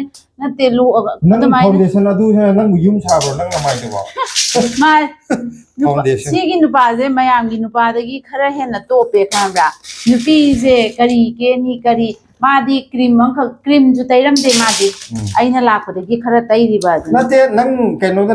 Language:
Manipuri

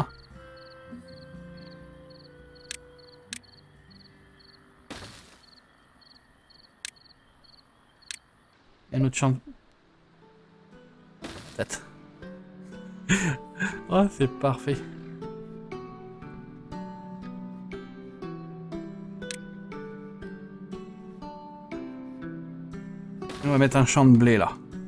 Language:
French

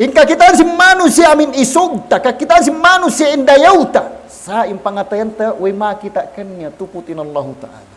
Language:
Tausug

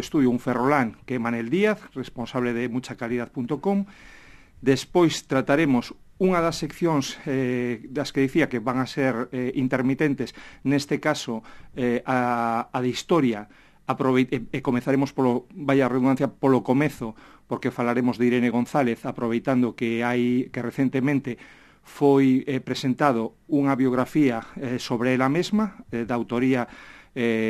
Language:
Galician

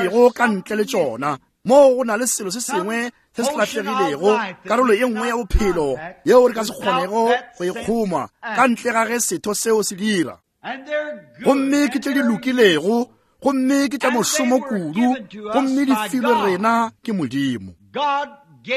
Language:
Northern Sotho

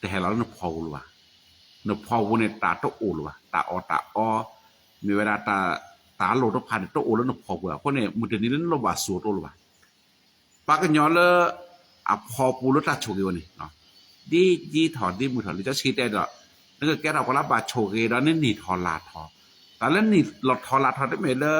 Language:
S'gaw Karen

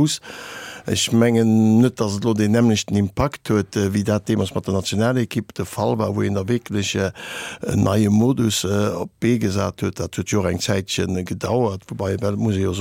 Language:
Luxembourgish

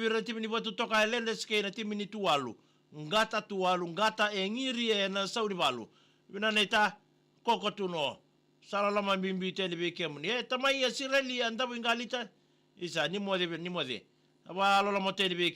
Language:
Fijian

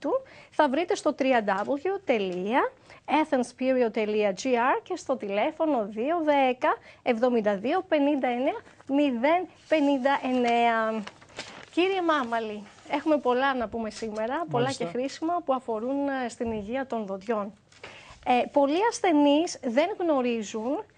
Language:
Greek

